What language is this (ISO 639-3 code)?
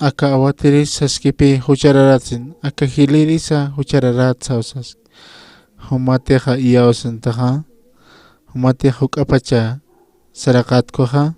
aym